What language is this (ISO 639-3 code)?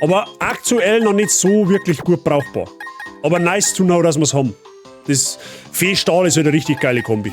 bar